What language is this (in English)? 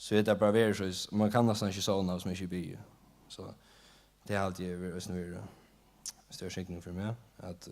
Faroese